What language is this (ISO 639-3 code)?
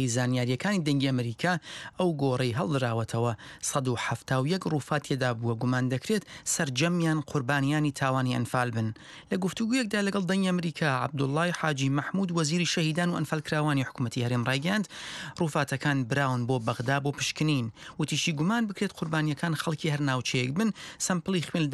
ckb